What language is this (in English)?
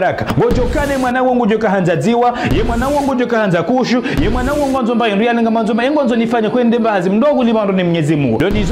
Ngazidja Comorian